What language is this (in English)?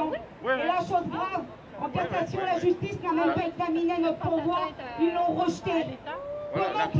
French